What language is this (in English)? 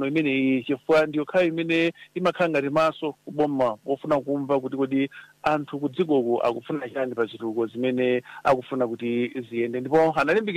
Nyanja